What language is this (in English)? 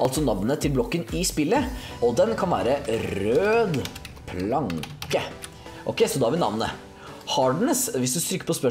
Norwegian